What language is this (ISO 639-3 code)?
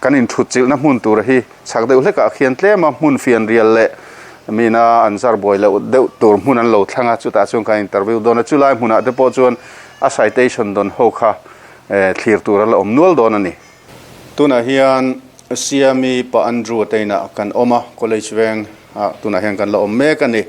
lus